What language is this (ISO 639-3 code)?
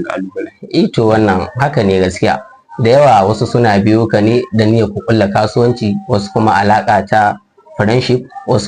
hau